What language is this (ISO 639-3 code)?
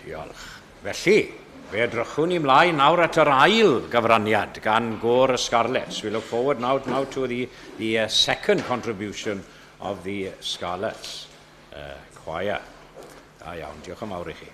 cym